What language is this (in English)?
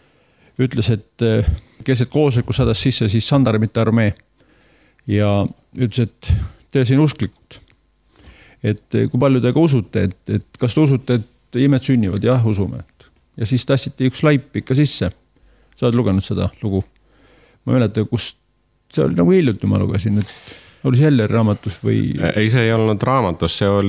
Estonian